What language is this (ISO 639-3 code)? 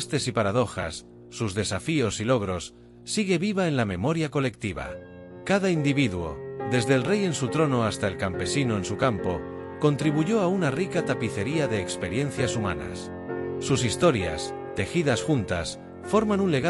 spa